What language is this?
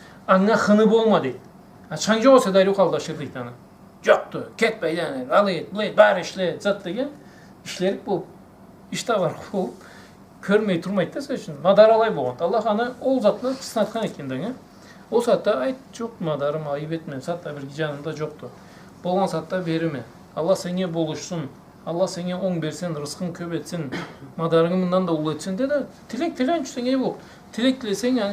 Karachay-Balkar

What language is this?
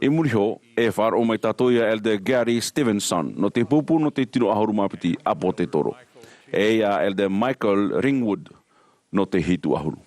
Tahitian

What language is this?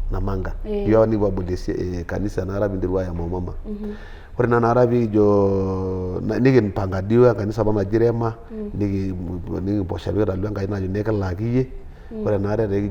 Masai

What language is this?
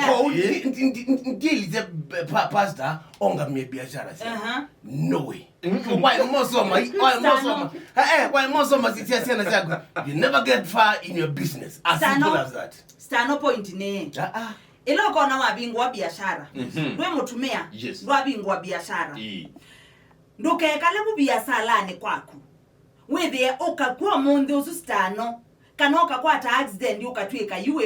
Kamba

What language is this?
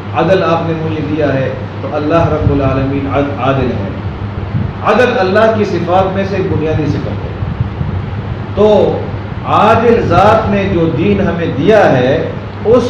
Urdu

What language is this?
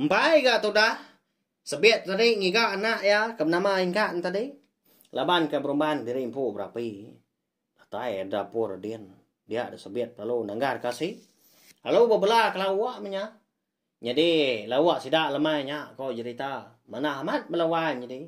Iban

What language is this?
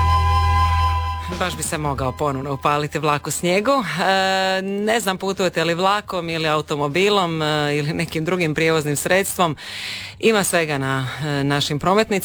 Croatian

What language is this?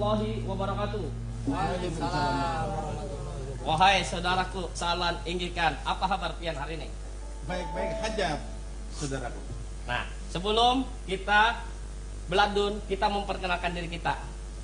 Banjar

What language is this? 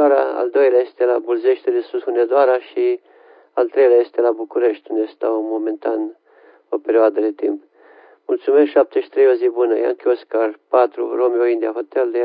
Romanian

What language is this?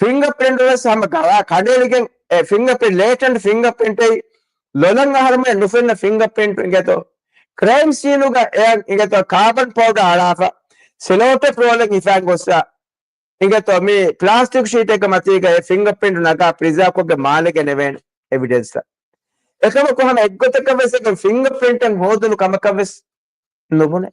Divehi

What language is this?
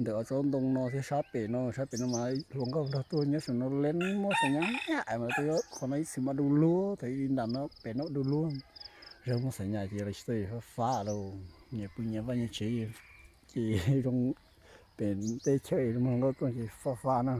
Hmong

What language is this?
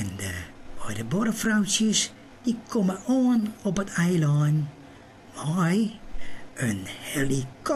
Western Frisian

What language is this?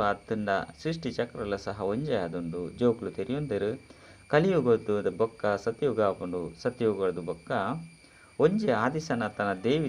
Tulu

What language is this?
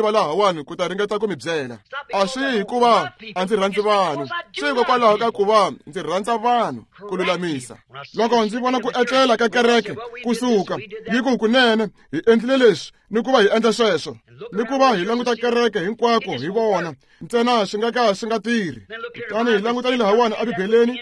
Tsonga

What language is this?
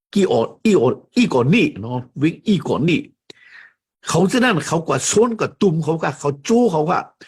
Shan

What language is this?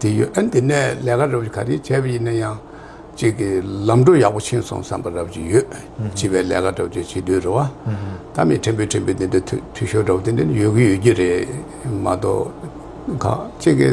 Tibetan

